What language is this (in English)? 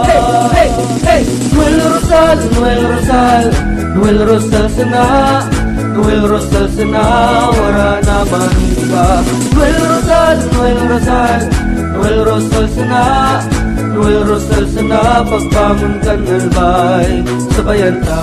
Bikol